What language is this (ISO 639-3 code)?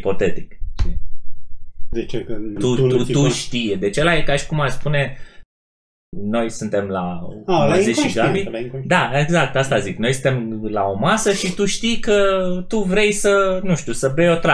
ron